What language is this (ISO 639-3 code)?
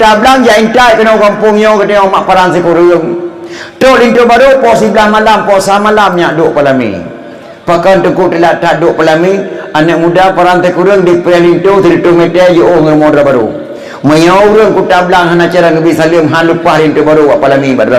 ace